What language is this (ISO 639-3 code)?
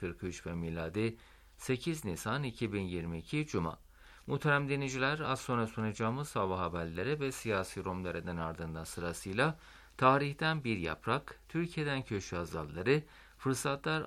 tur